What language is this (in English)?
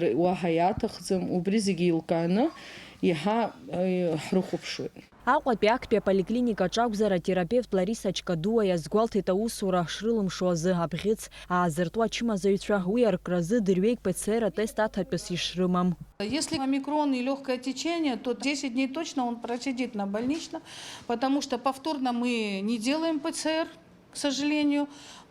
Abkhazian